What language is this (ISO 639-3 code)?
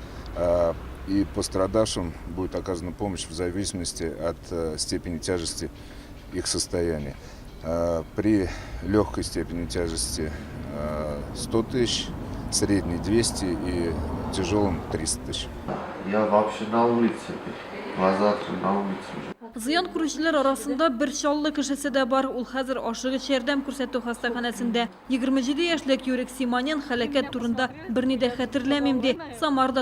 tat